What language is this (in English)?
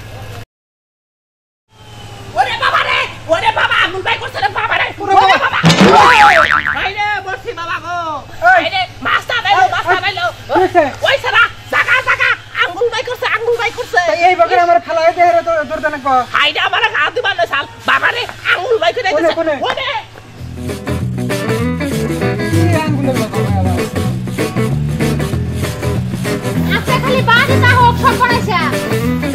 Bangla